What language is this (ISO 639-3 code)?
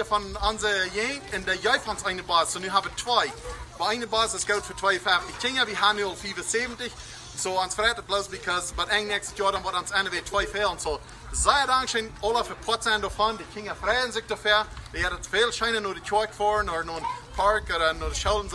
pdt